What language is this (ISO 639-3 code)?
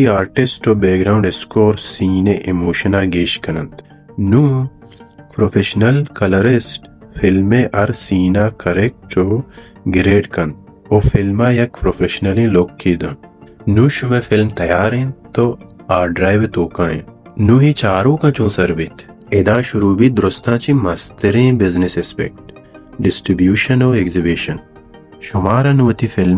bal